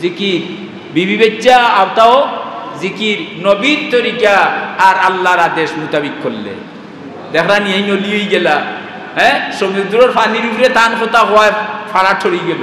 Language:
Sylheti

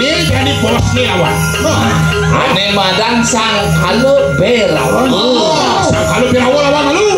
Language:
Balinese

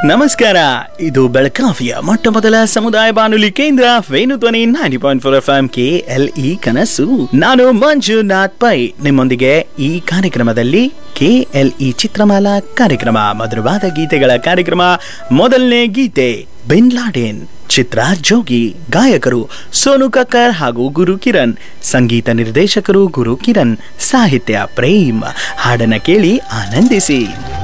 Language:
Kannada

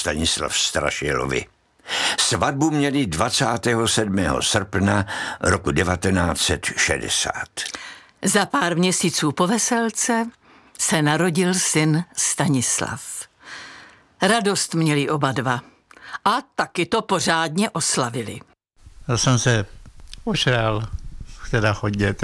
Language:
Czech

